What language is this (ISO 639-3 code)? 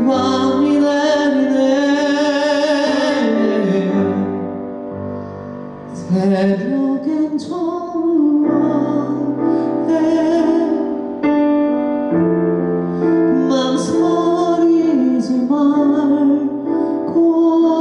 kor